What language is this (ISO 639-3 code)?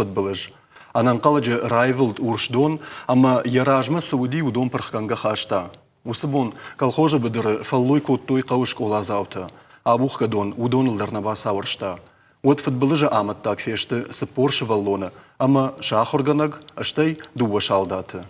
oss